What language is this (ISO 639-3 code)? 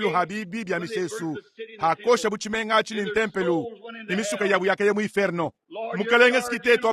lua